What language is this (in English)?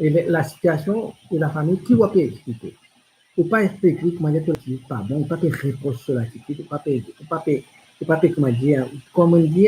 Morisyen